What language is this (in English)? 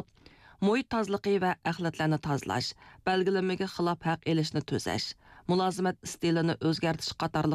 Uyghur